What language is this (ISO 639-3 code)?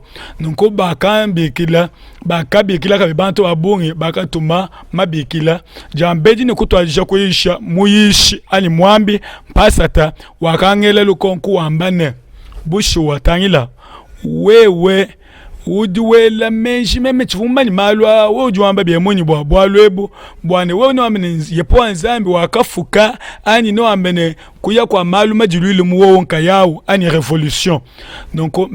lua